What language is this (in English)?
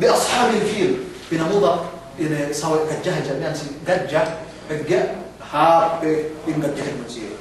Yakan